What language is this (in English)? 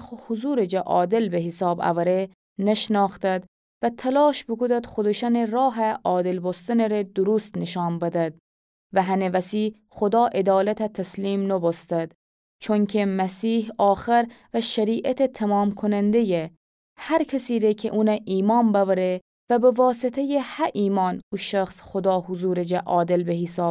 Gilaki